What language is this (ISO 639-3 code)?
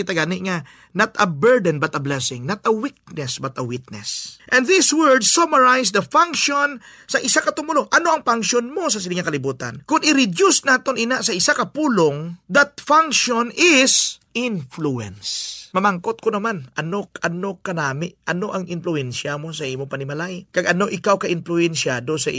hil